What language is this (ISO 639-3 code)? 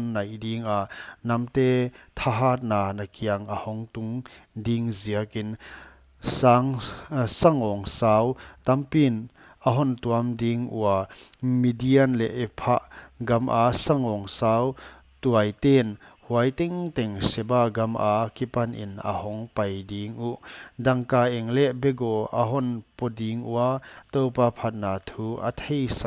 pck